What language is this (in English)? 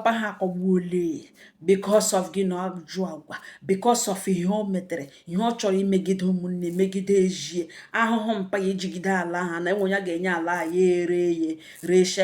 Igbo